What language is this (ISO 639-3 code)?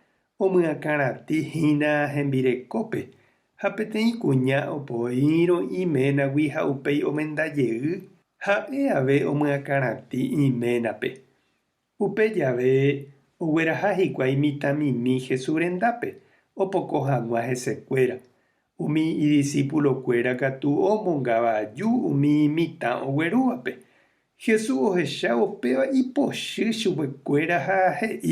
grn